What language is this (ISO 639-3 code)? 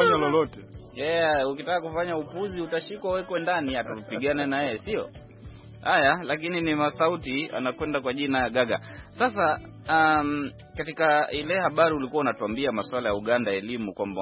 swa